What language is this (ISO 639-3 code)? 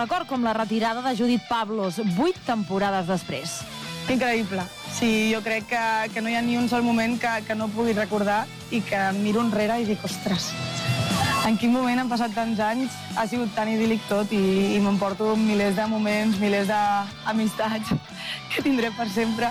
cat